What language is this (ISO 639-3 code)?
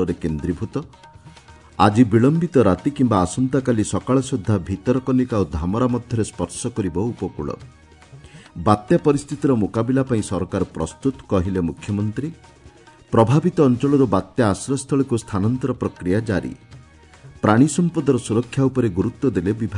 ori